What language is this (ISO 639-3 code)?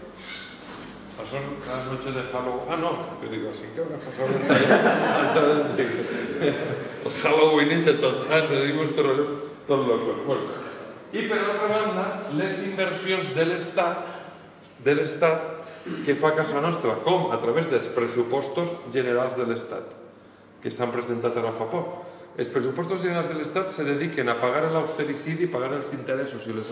cat